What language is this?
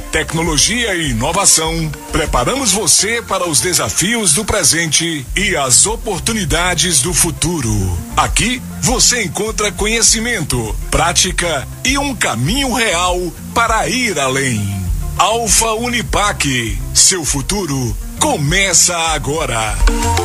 Portuguese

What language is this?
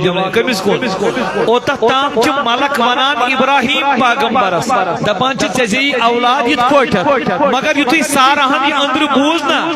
Kashmiri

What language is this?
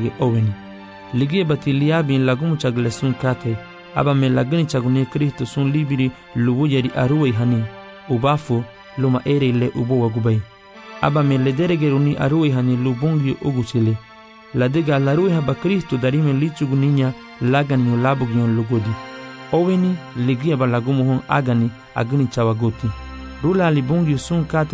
Garifuna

